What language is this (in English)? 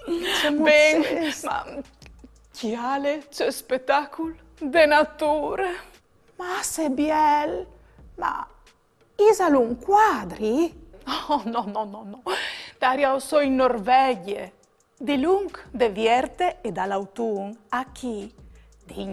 Friulian